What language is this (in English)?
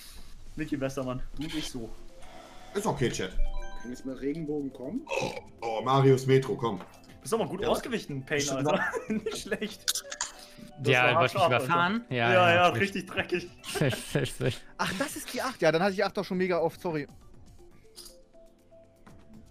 German